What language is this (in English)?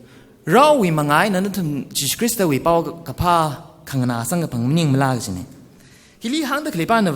Tangkhul Naga (India)